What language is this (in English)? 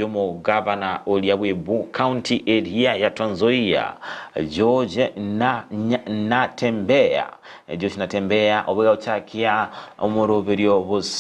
Gusii